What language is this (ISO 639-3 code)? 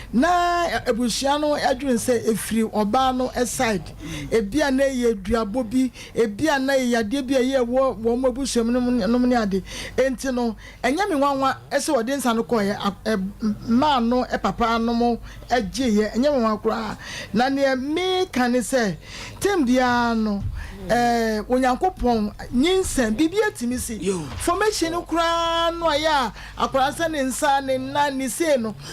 aka